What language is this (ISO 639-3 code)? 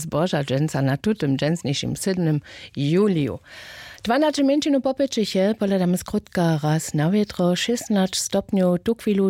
hsb